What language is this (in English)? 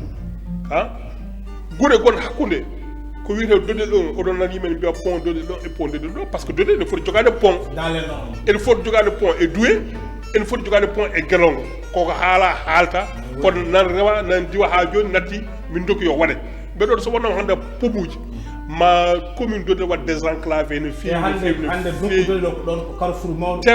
Fula